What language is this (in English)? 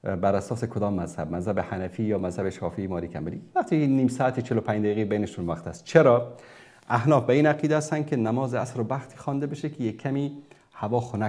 Persian